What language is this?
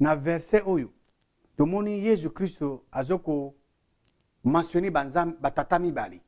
Lingala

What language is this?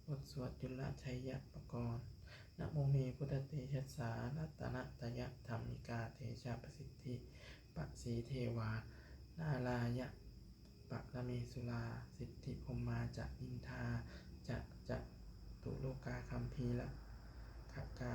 Pali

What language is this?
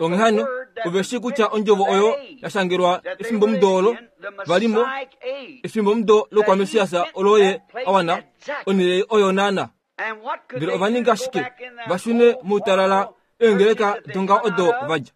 Kuanyama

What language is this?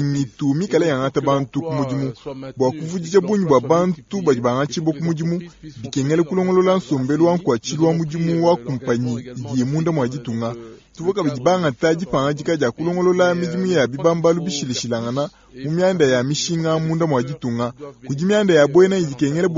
Luba-Lulua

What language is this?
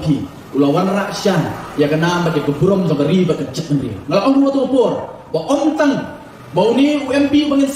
Khasi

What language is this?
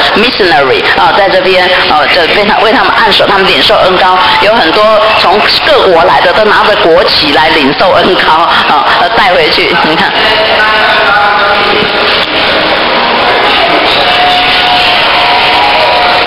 Chinese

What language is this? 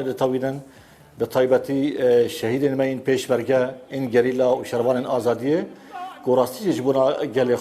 Kurdish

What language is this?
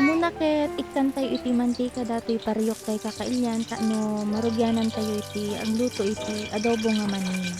Iloko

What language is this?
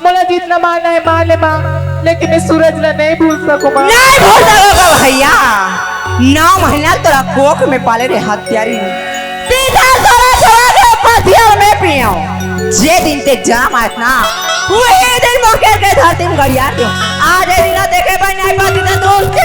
Chhattisgarhi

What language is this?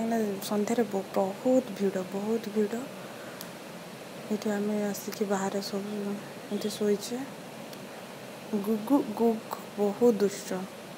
Hindi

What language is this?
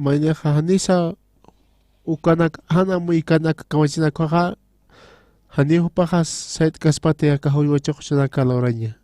Aymara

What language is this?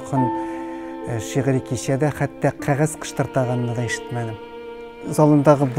Tatar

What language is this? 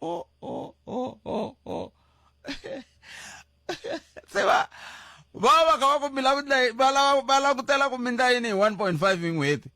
Tsonga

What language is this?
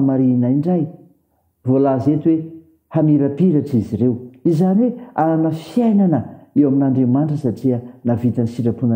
Malagasy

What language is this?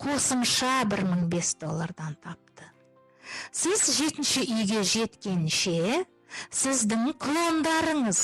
Kazakh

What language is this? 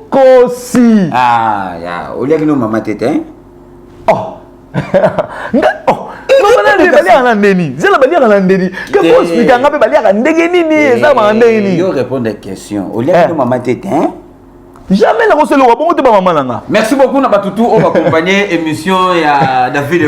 Lingala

